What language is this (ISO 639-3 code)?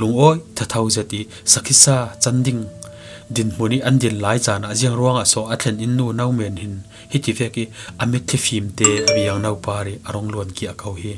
cfm